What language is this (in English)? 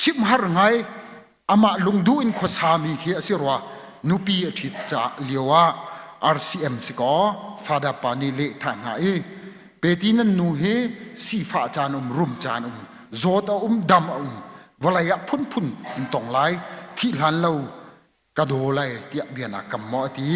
Hakha Chin